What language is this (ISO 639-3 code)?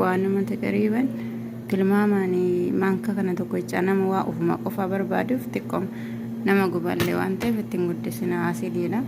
orm